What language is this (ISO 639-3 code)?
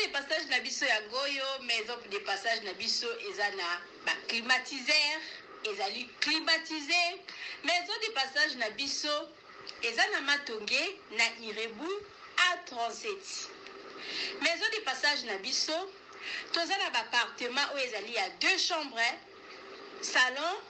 lin